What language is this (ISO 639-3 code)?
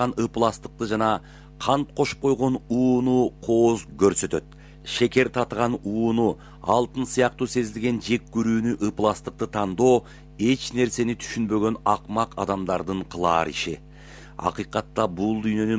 kir